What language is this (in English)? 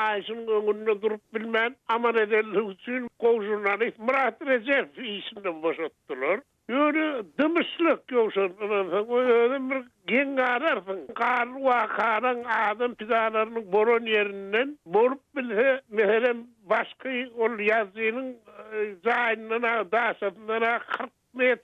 Turkmen